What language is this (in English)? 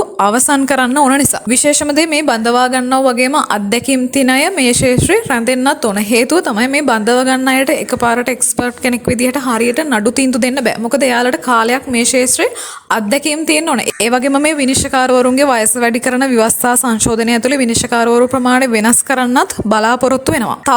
Sinhala